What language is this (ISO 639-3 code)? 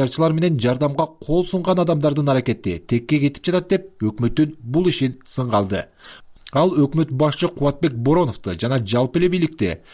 kir